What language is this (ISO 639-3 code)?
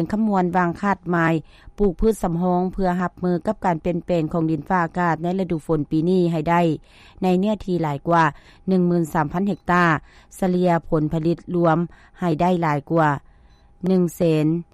lao